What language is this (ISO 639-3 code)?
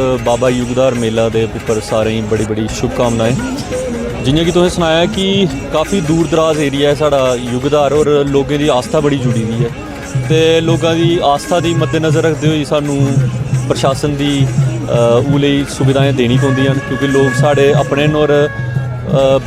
doi